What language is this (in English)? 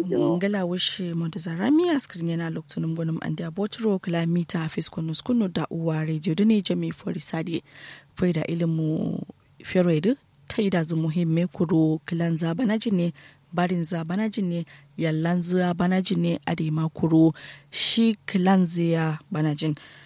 Kanuri